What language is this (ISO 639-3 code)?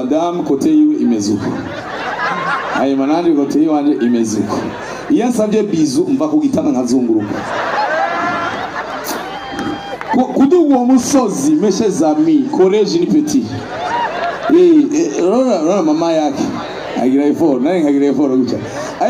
run